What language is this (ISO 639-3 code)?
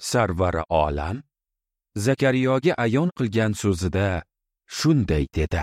uzb